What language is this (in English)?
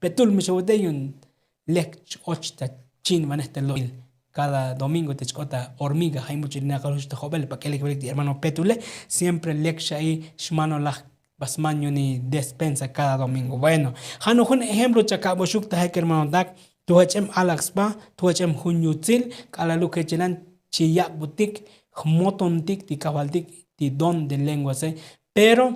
Tzotzil